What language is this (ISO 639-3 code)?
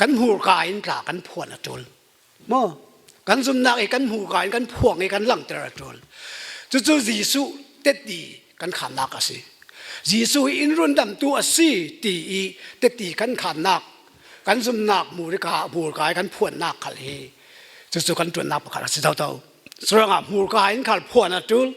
cfm